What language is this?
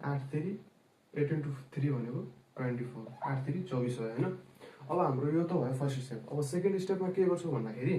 Nepali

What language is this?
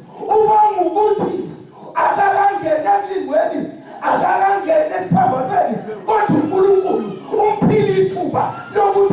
Zulu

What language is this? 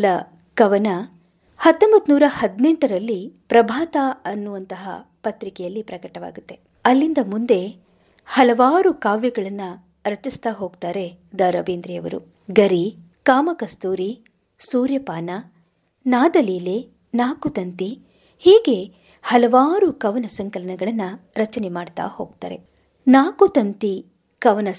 Kannada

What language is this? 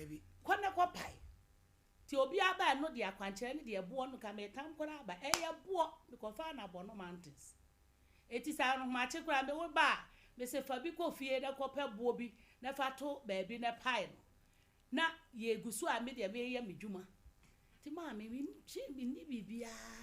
Akan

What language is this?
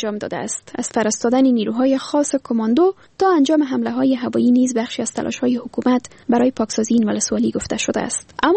Persian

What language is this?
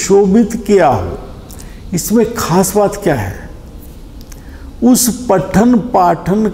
Hindi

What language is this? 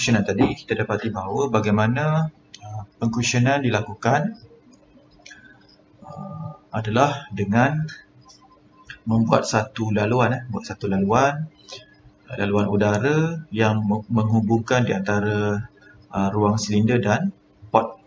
Malay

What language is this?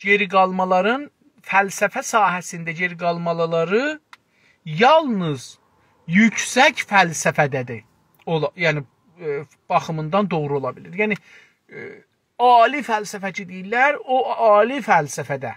South Azerbaijani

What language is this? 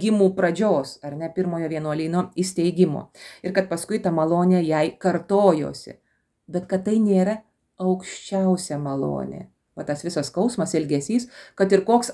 Lithuanian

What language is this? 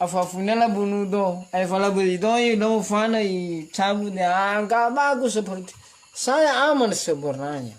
Nias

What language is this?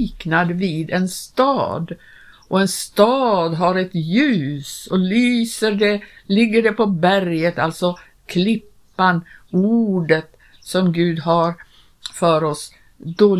Swedish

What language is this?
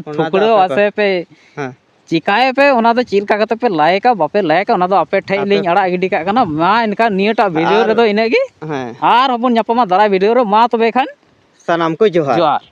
Santali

